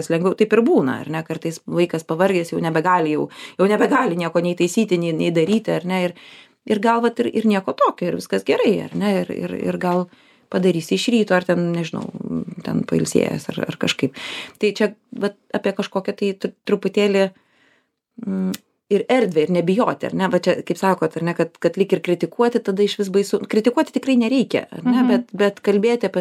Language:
Lithuanian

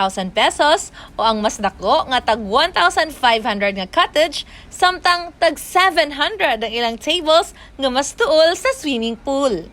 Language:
Cebuano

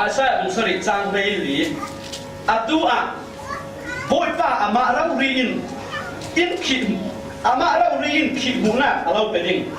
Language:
Falam Chin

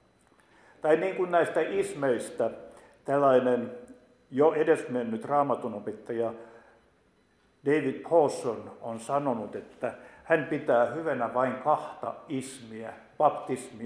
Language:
Finnish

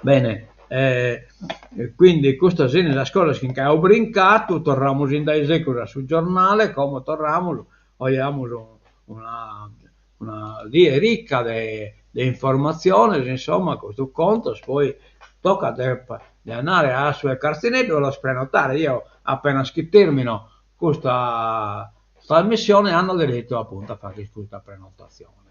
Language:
Sardinian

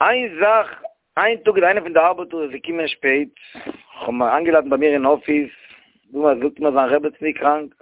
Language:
Yiddish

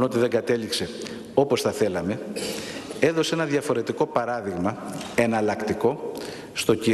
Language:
Greek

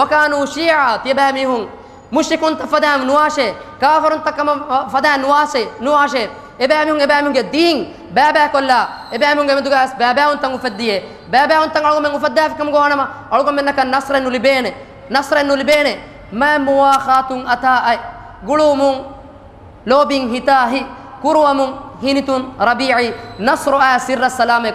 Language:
Divehi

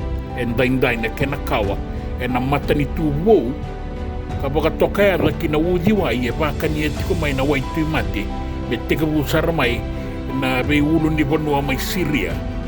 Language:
Fijian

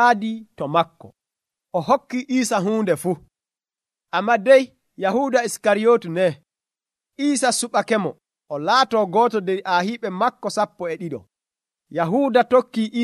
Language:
Nigerian Fulfulde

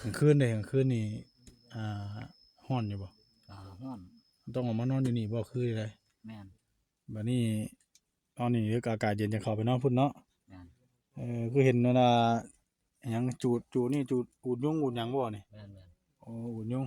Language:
Northeastern Thai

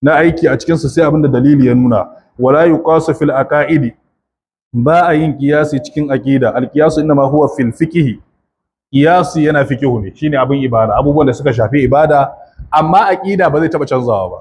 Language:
Hausa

